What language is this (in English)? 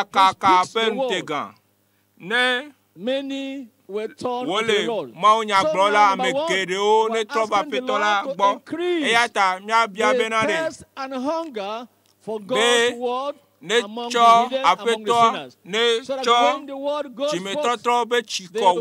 Ewe